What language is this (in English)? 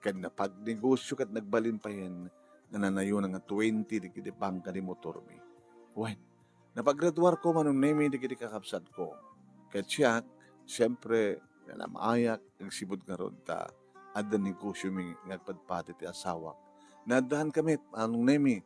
Iloko